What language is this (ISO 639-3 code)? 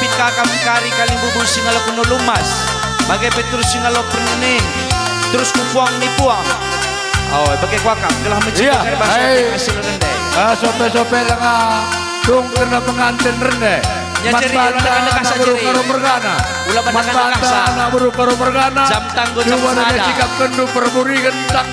btx